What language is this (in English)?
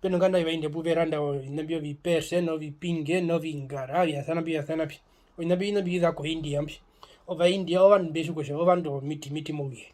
Herero